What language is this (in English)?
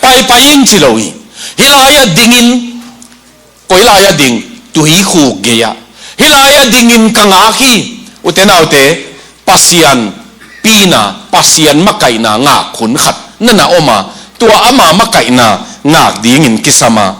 Tedim Chin